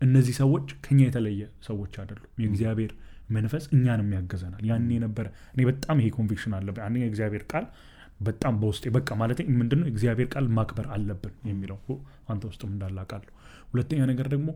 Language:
Amharic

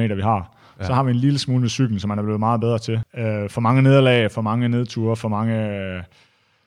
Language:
Danish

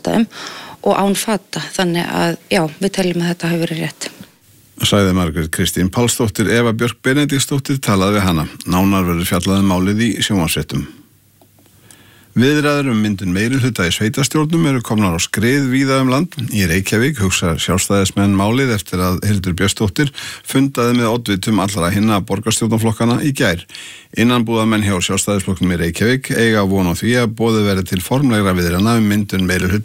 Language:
Icelandic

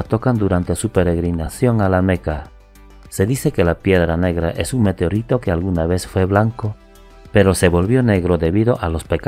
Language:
Spanish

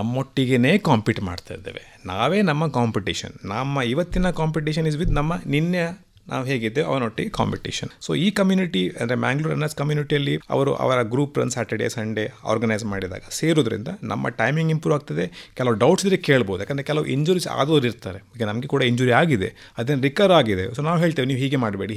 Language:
Kannada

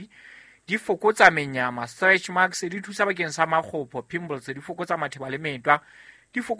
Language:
Southern Sotho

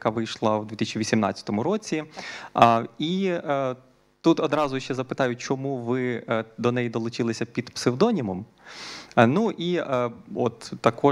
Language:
Ukrainian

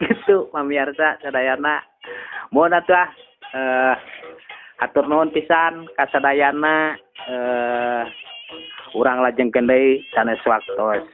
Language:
Sundanese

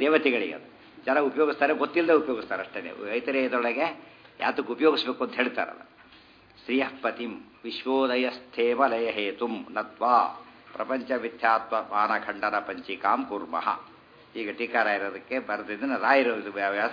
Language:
Kannada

